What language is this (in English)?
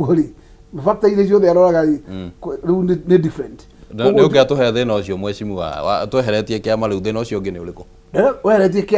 Kikuyu